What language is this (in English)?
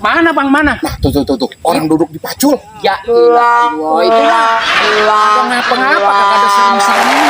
Betawi